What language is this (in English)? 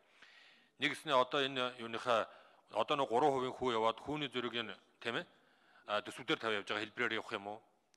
Mongolian